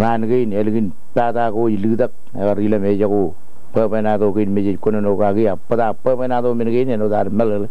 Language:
Marshallese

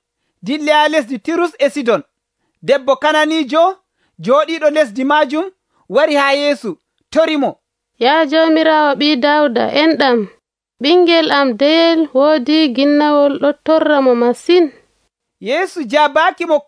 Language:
Nigerian Fulfulde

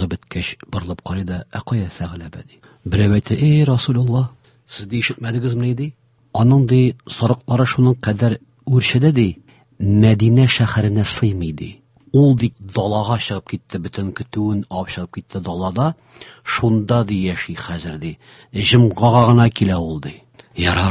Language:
Tatar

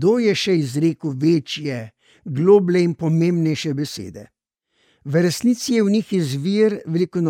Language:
Slovenian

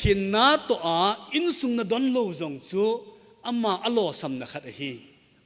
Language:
Thado Chin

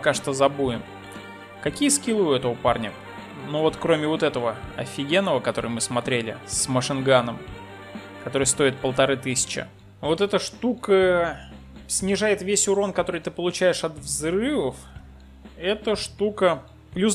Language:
Russian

